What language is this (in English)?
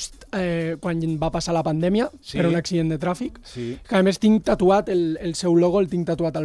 Catalan